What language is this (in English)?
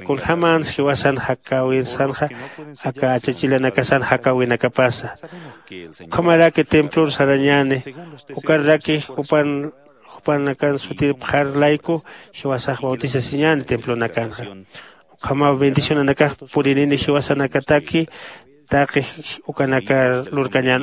Aymara